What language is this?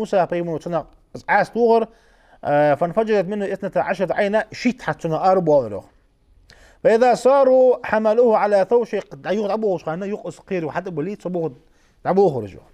Ingush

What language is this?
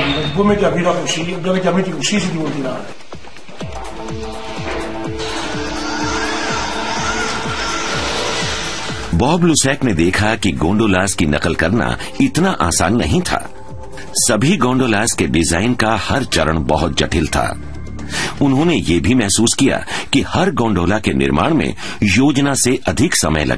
Hindi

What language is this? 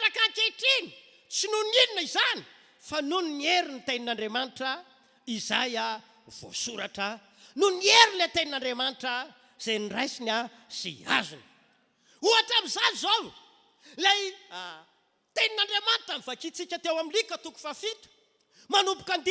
Malagasy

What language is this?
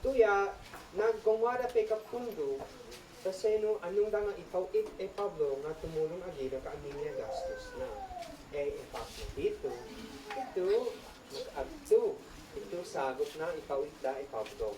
Isnag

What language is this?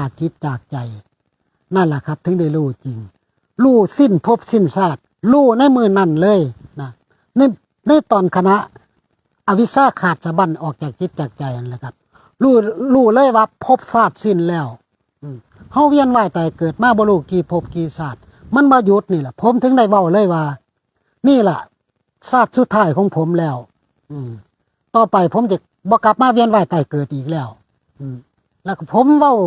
Northeastern Thai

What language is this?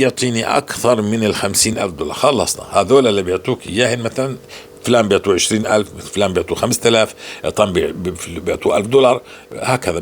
North Levantine Arabic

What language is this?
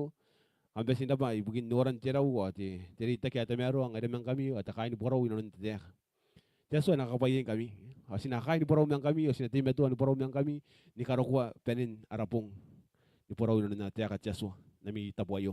Gilbertese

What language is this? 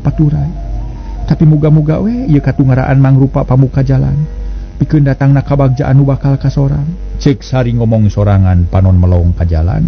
Sundanese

